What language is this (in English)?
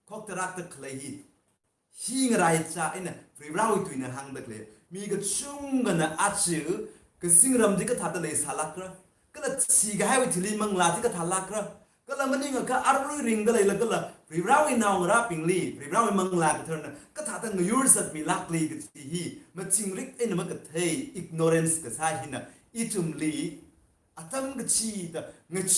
Tangkhul Naga (India)